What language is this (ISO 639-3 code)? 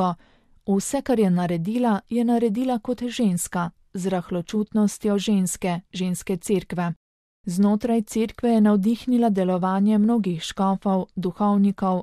slv